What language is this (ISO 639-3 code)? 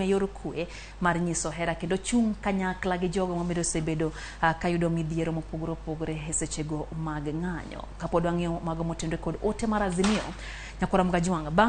luo